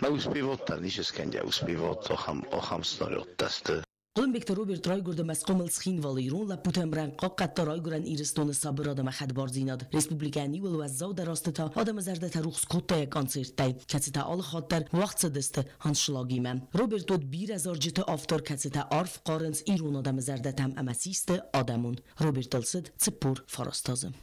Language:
Ossetic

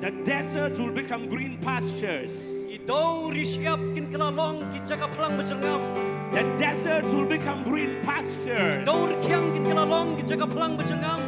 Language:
Khasi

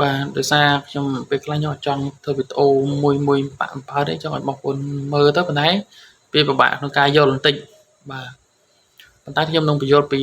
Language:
Khmer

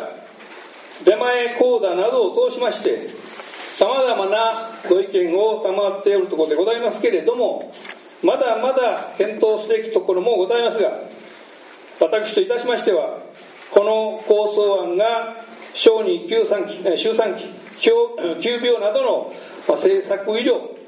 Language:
Japanese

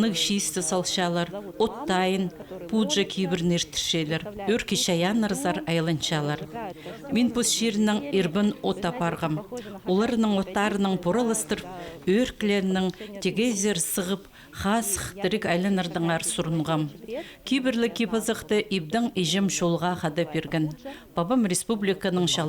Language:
Khakas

